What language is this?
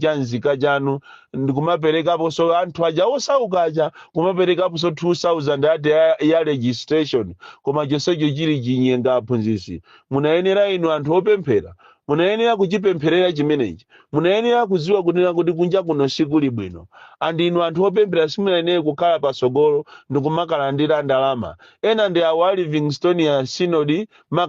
Nyanja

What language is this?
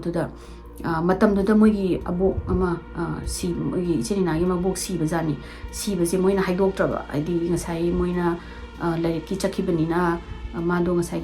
Manipuri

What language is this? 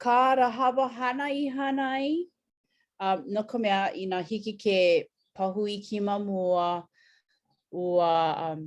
Hawaiian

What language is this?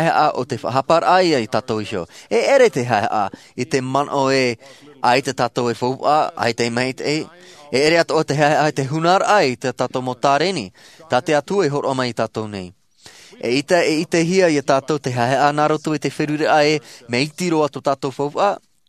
Tahitian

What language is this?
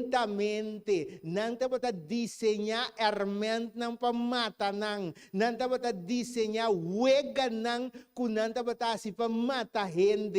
Papiamento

